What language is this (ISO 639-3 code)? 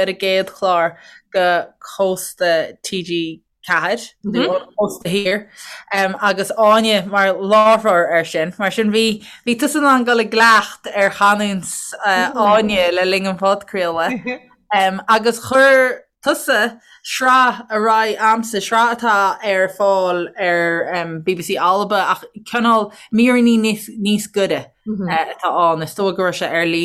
gle